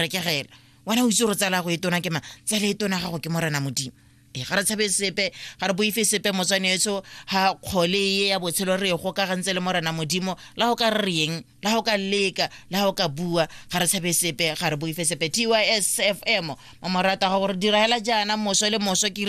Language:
Tswana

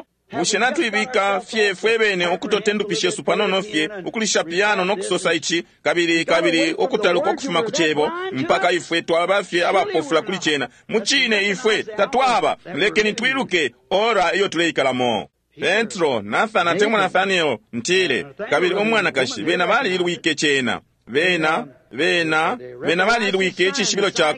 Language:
Bemba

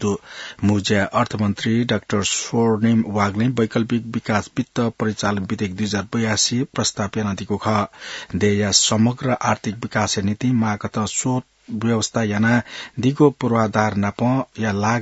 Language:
Newari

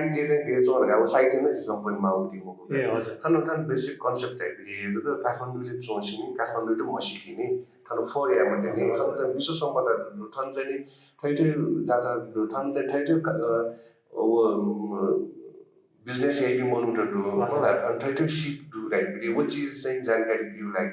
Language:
Newari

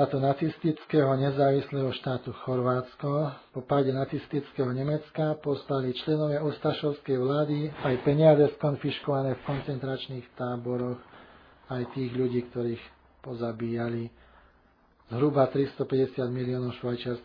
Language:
Slovak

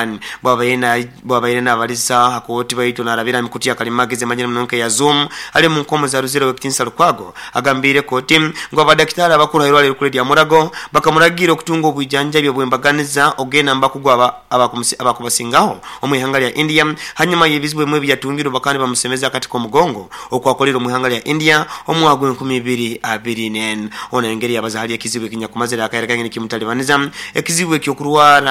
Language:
Nyoro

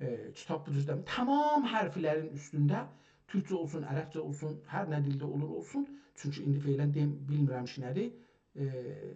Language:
South Azerbaijani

